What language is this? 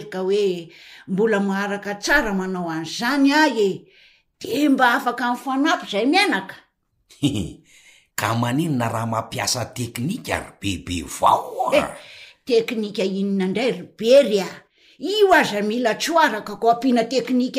Malagasy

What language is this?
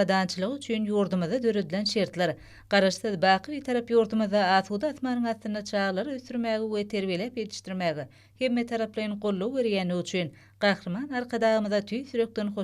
Turkmen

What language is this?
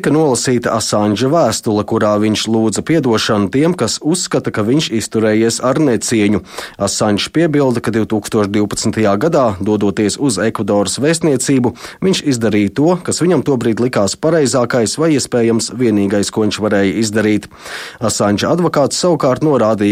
Latvian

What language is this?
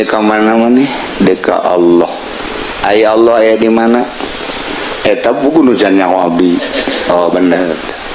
Sundanese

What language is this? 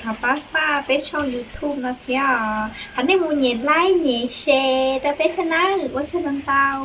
Hmong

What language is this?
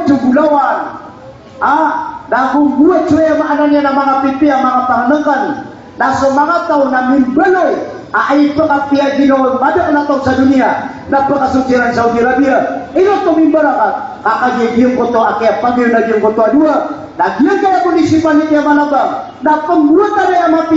Maranao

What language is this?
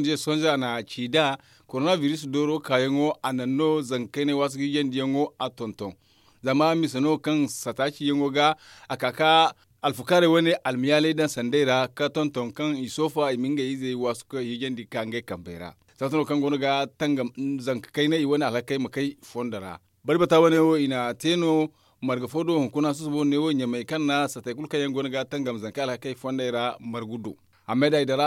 Zarma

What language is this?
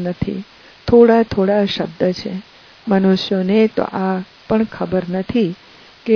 Gujarati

